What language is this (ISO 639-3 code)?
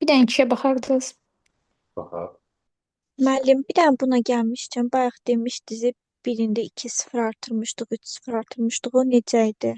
aze